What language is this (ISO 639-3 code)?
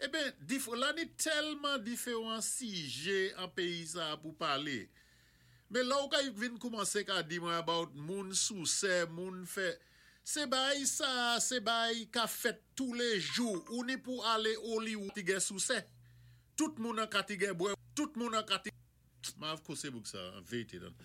acf